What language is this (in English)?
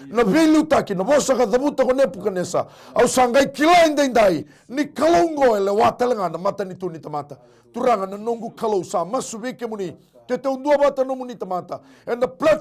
Fijian